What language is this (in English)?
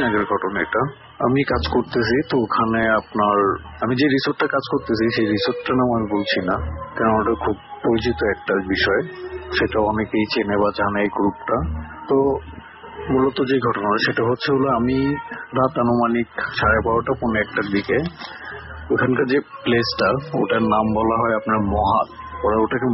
Bangla